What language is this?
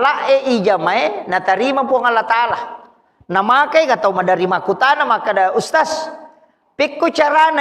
Buginese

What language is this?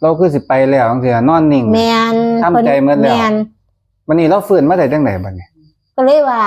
Northeastern Thai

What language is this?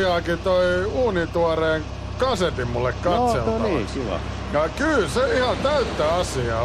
Finnish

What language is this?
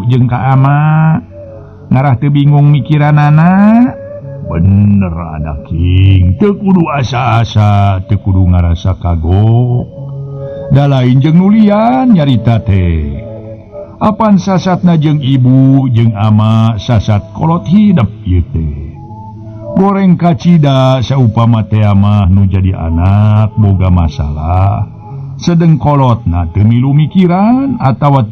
Sundanese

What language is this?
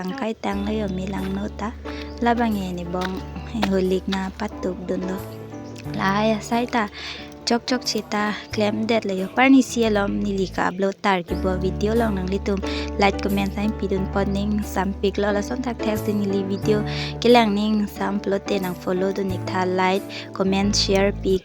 Karbi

